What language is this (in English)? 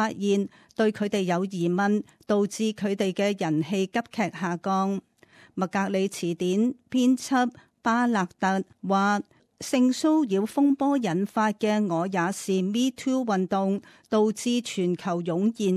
Cantonese